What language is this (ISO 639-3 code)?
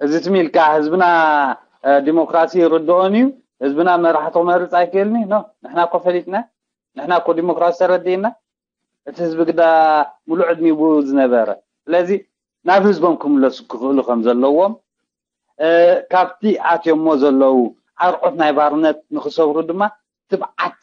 tir